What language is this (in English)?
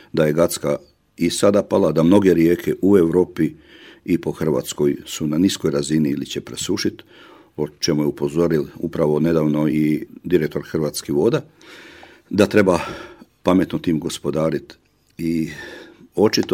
Croatian